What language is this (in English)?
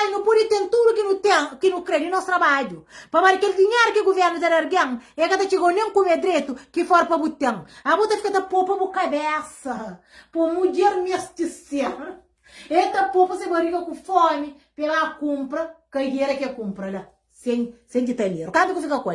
Kabuverdianu